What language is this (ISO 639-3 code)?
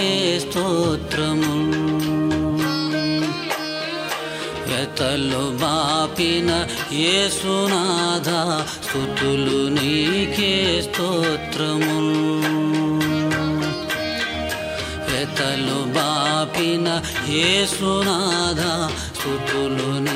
tel